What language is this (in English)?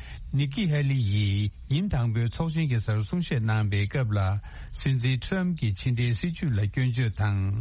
Tibetan